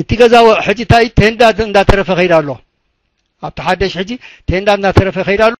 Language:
Tigrinya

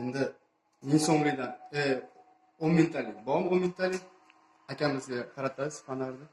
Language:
Uzbek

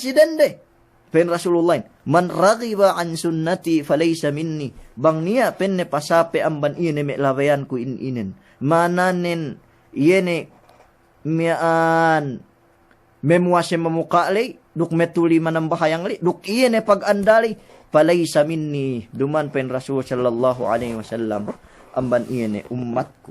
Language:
Yakan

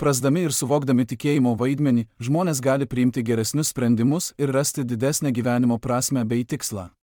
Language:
Lithuanian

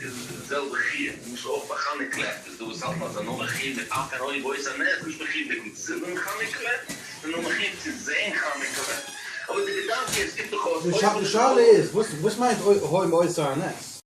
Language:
Yiddish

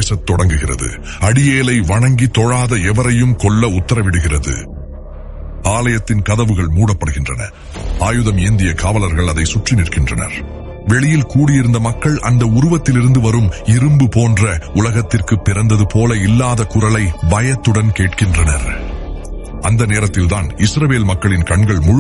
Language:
Tamil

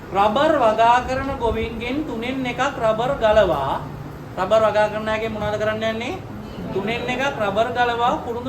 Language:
Sinhala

